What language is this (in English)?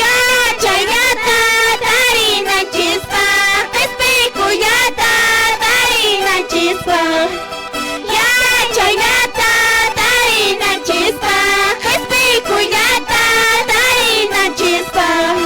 Quechua